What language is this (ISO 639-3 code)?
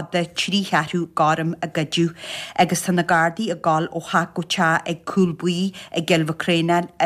gle